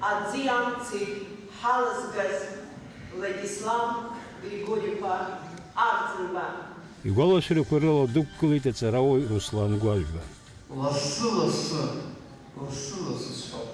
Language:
Abkhazian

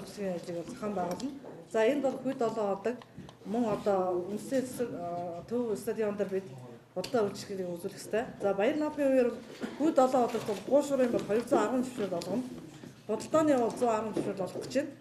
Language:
Mongolian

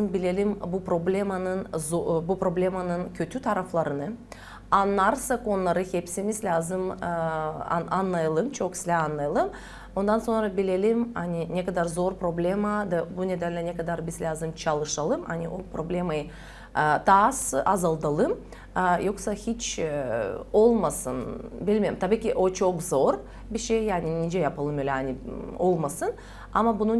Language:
Gagauz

